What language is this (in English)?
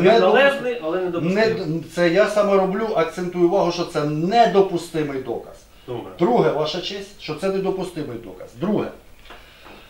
Ukrainian